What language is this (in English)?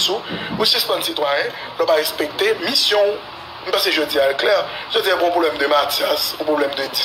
Haitian Creole